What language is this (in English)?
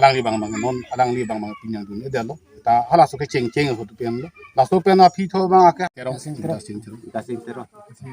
Karbi